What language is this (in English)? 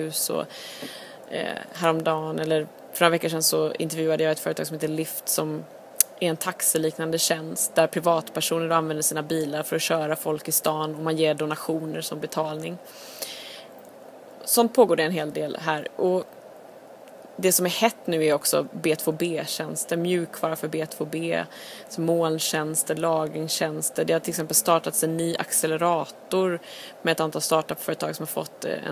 Swedish